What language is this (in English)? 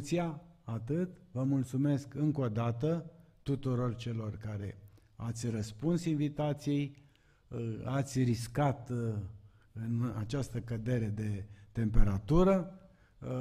Romanian